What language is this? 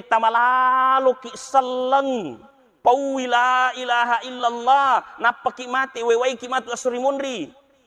Buginese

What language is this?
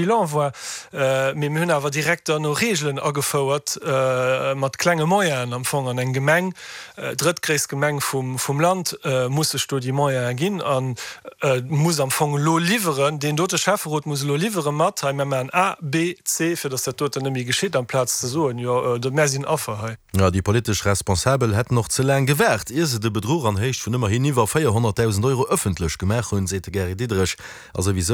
Luxembourgish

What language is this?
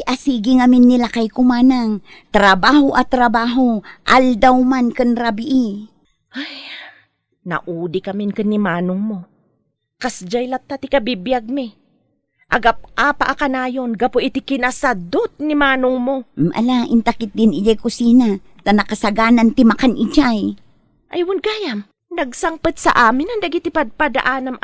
Iloko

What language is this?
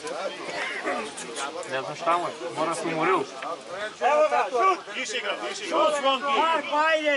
Serbian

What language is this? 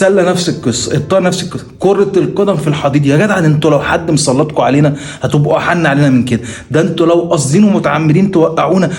Egyptian Arabic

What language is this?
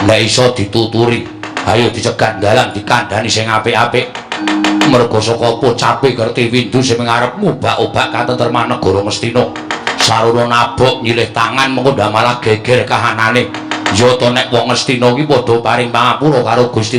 Javanese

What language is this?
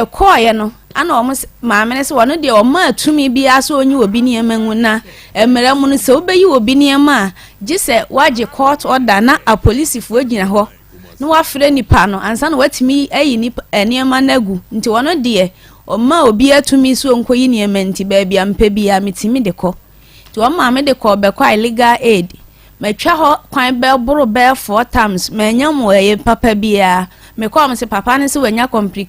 Akan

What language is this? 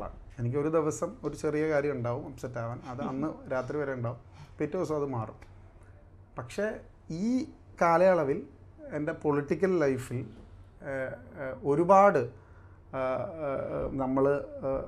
Malayalam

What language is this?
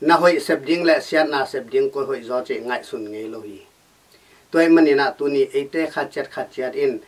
Tedim Chin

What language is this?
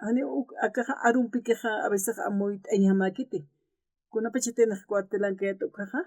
Aymara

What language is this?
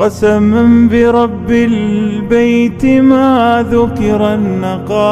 Persian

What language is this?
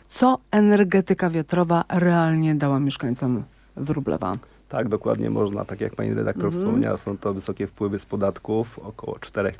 Polish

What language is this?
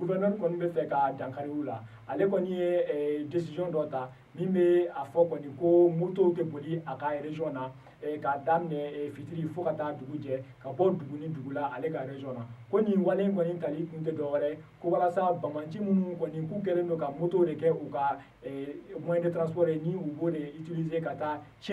Bambara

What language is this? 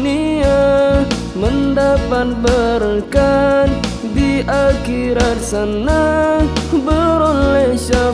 Malay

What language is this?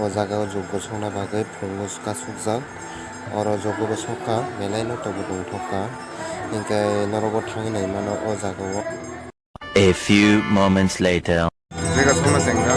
Kok Borok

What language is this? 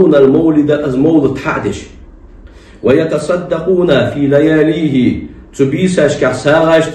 Ingush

